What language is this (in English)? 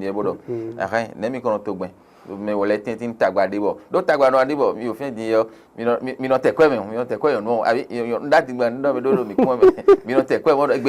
Fon